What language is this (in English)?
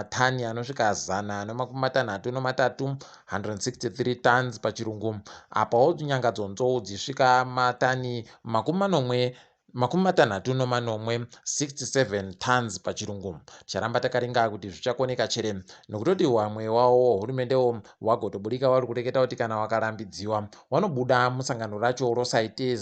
Ndau